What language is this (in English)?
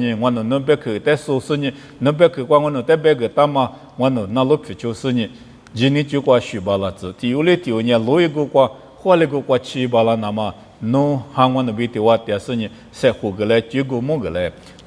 Lisu